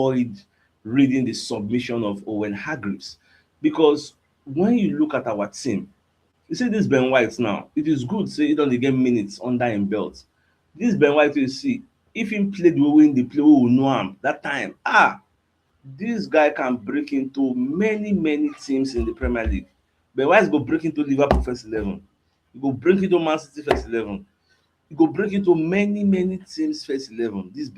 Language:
Nigerian Pidgin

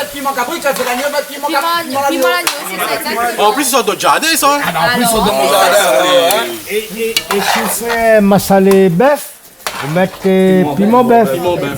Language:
Réunion Creole French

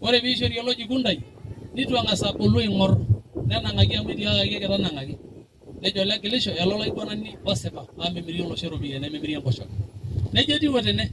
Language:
Masai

